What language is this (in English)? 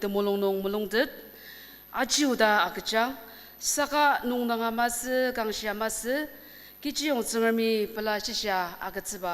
Ao Naga